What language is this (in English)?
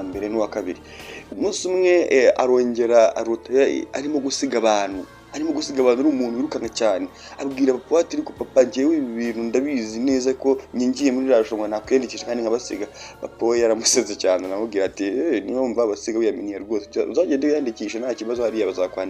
Kinyarwanda